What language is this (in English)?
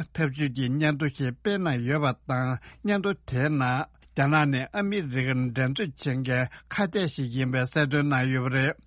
Tibetan